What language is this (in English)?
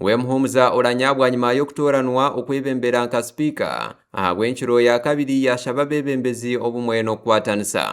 Nyankole